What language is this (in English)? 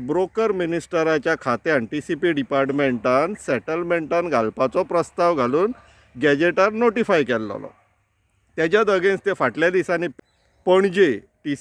Konkani